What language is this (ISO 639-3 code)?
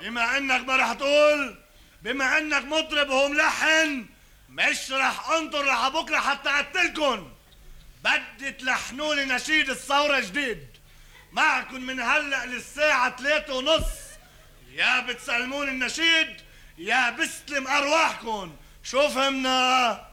apc